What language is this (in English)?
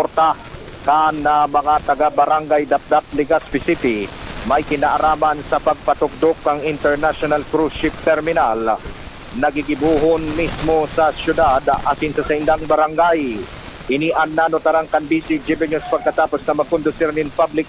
Bikol